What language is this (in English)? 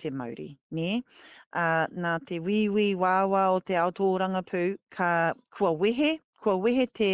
Māori